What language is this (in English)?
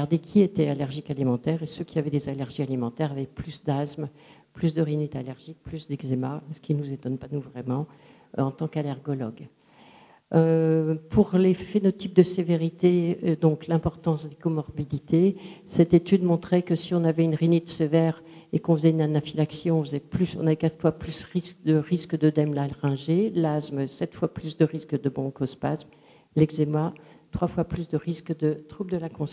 French